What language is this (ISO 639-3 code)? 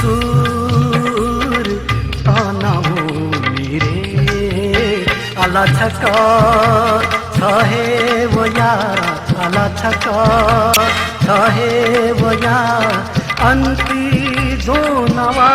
new